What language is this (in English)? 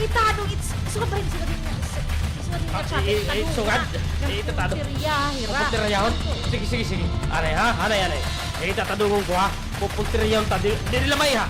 Waray